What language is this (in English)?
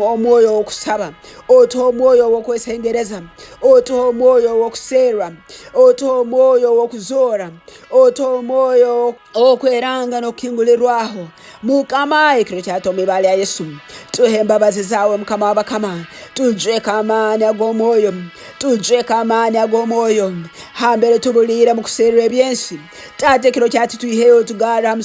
Tooro